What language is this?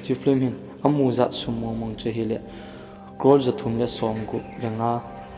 Thado Chin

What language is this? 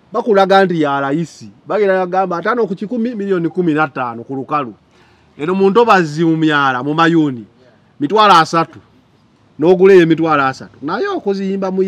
Ganda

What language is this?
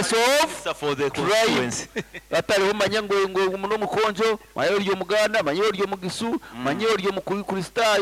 Nyankole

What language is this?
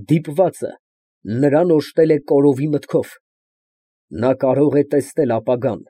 Armenian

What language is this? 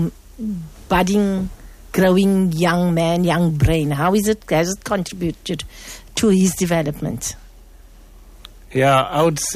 English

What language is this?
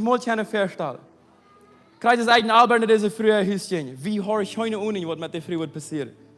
Plautdietsch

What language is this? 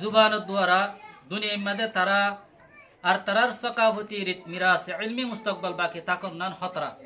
Rohingya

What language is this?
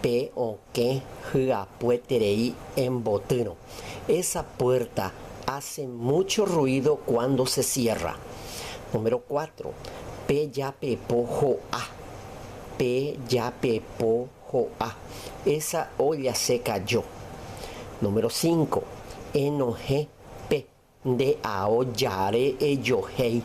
Guarani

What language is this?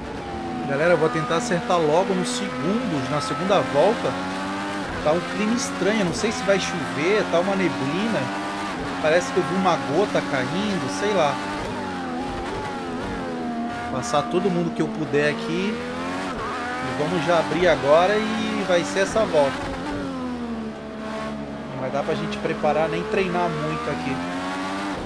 Portuguese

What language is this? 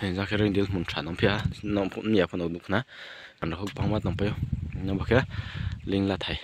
Riang (India)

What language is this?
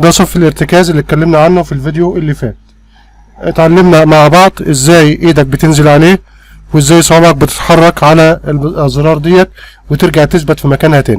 Egyptian Arabic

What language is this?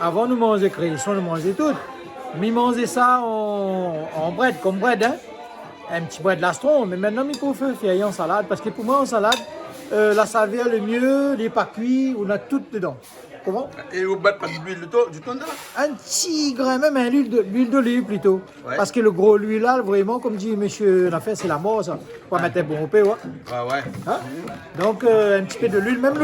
Réunion Creole French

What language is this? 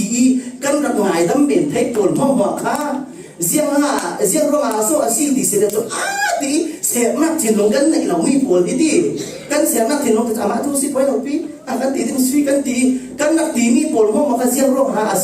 Falam Chin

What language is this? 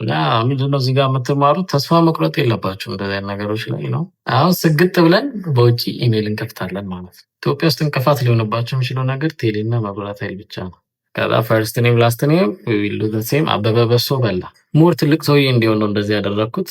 Amharic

